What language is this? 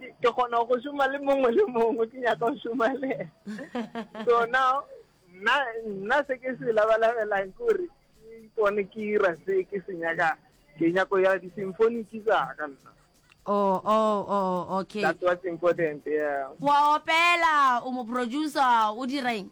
Northern Sotho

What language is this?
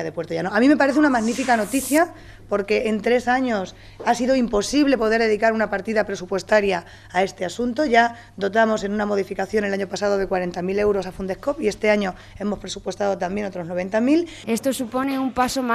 Spanish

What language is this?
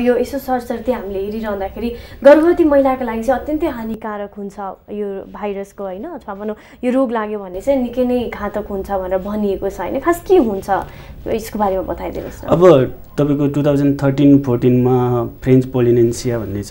Nepali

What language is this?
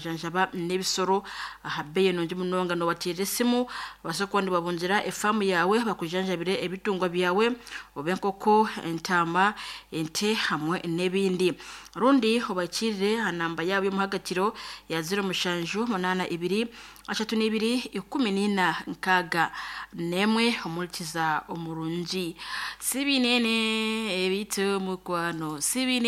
Nyankole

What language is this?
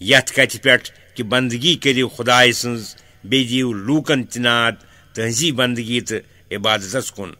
Kashmiri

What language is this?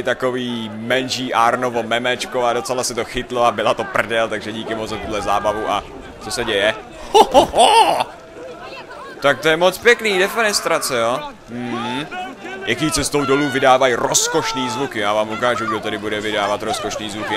Czech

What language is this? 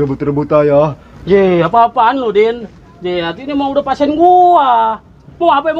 Betawi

